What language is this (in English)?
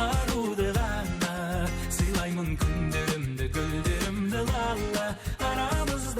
Kara-Kalpak